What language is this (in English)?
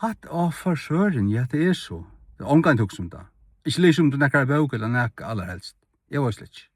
Faroese